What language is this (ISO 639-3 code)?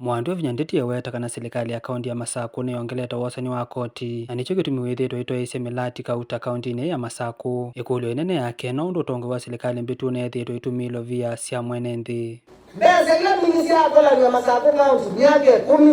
kam